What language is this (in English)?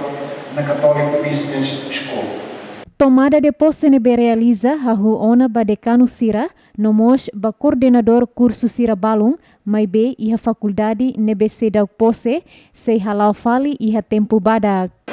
Tetum